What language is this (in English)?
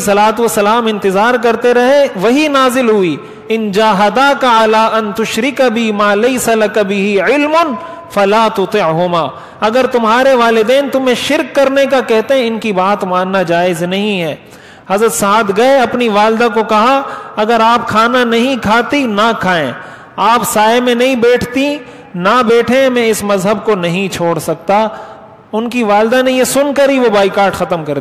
Urdu